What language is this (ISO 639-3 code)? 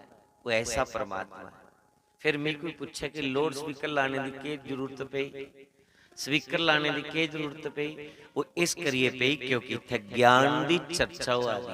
doi